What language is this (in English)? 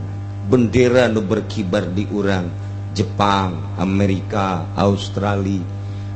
Sundanese